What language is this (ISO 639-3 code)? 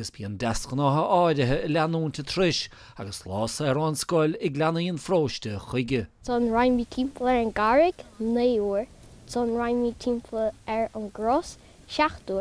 gle